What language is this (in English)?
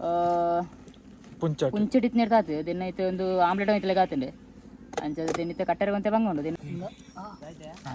Tulu